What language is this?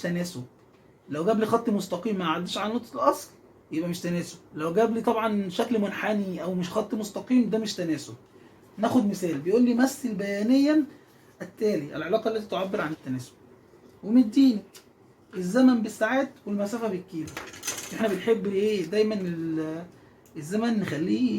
Egyptian Arabic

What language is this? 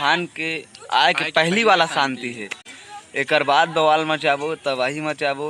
Chhattisgarhi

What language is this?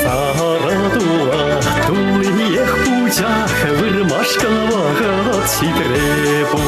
Chuvash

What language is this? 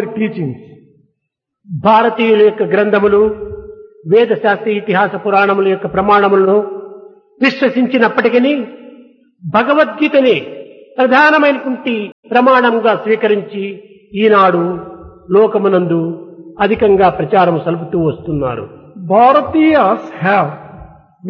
Telugu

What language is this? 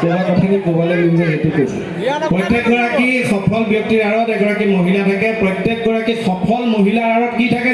Assamese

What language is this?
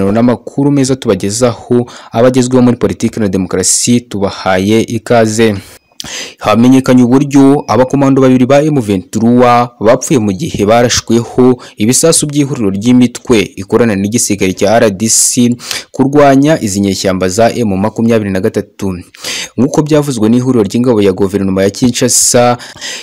Kinyarwanda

